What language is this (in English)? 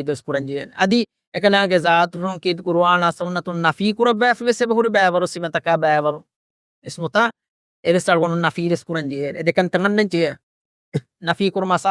Divehi